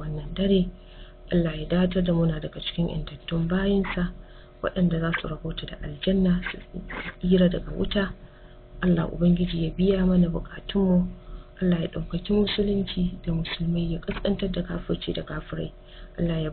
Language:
Hausa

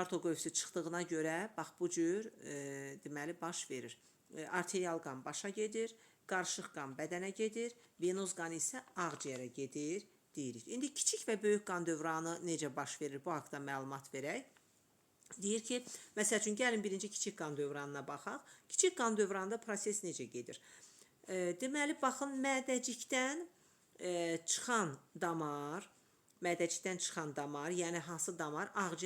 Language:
Azerbaijani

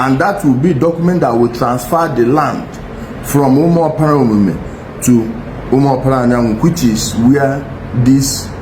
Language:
Igbo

